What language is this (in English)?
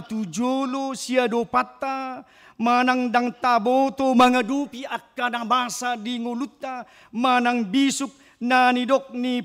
Batak Toba